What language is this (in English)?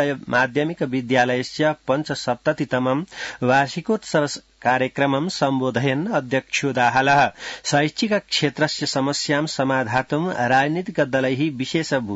Sanskrit